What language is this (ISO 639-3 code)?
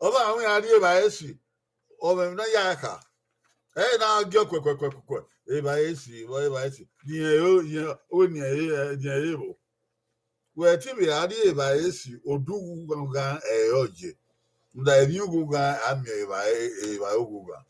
bin